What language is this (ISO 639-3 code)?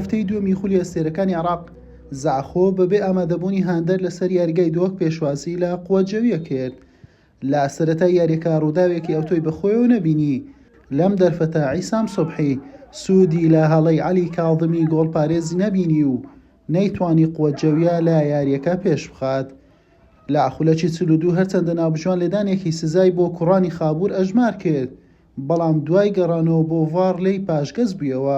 ckb